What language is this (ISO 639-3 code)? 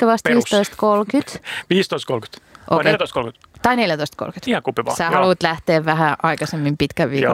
fin